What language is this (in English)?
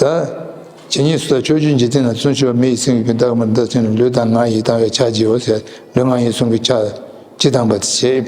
Tibetan